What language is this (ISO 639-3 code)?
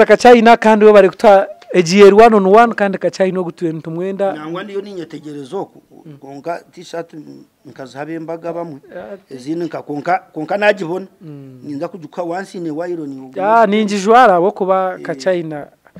nyn